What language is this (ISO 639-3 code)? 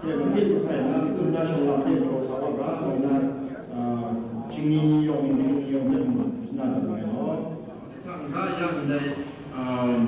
kac